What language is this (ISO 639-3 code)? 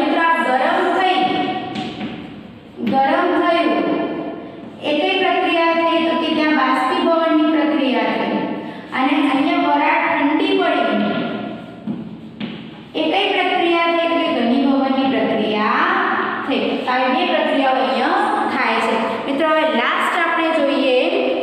guj